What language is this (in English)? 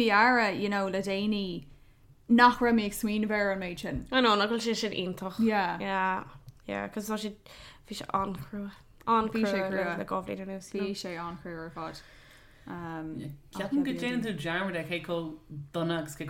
Irish